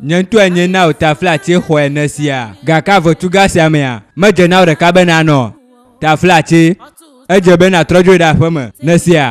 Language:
Ewe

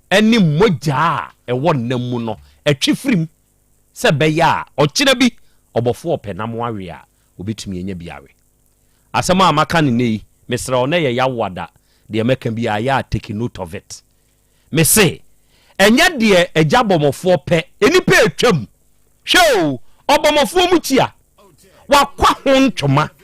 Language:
Akan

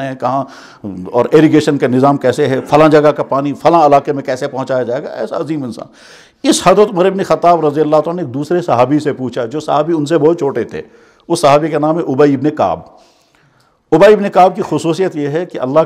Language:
Urdu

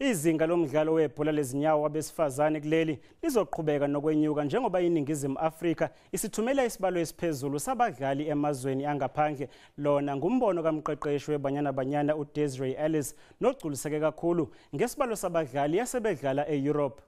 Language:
Zulu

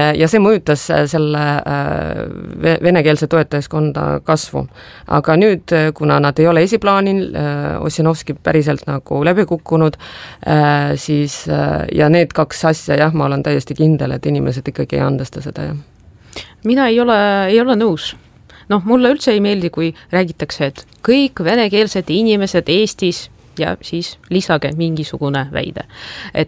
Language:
Estonian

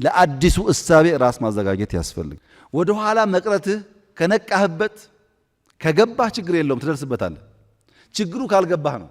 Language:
Amharic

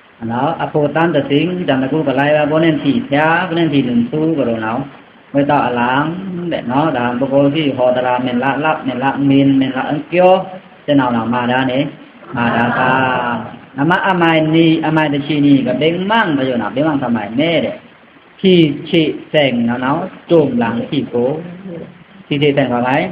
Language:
Pa'o Karen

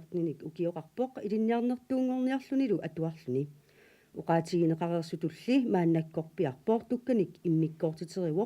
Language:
Kalaallisut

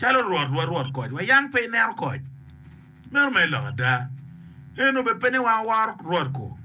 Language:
Acoli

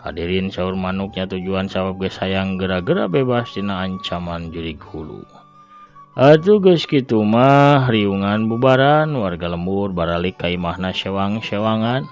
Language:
Sundanese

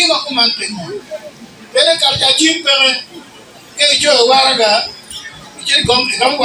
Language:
Acoli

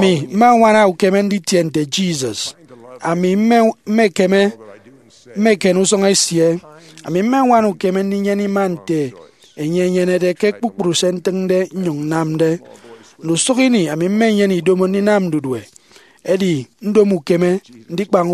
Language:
Efik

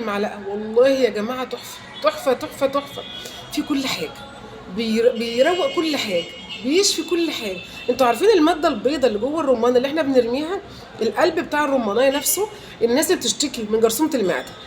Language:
Egyptian Arabic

